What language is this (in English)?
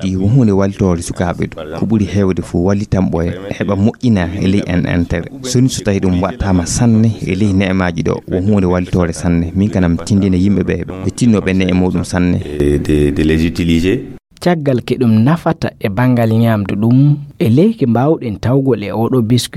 Fula